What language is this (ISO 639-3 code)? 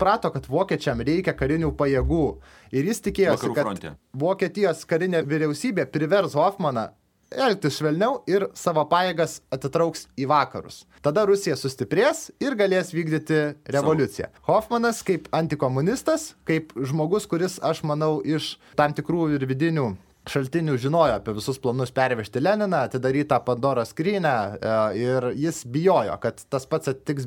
lit